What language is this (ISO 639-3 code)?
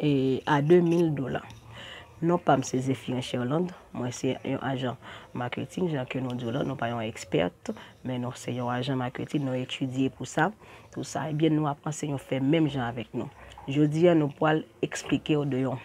hat